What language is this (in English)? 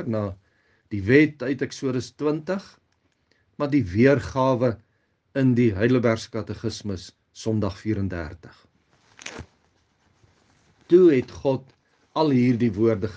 Afrikaans